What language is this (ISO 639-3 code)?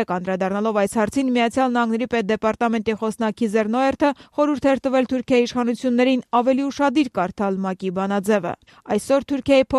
hye